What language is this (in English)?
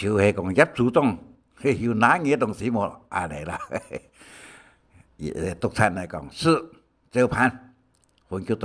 Hakka Chinese